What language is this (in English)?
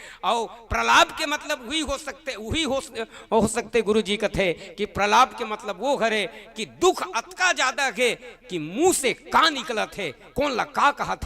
Chhattisgarhi